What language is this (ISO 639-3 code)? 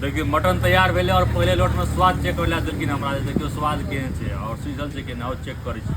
mai